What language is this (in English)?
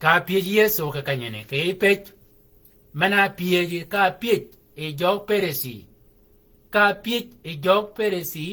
Shilluk